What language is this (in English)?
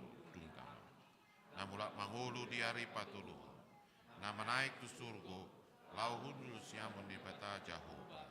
Batak Toba